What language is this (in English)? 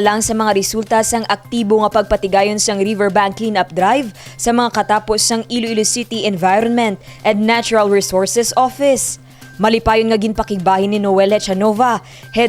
Hiligaynon